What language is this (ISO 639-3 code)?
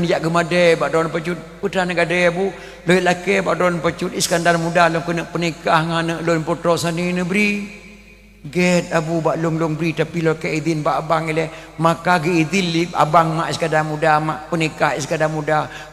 ace